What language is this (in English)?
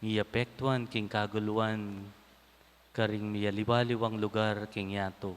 Pampanga